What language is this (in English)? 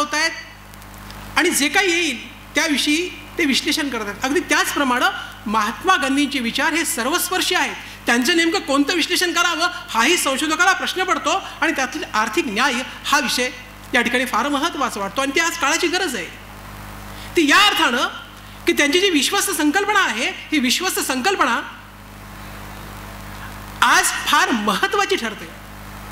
Marathi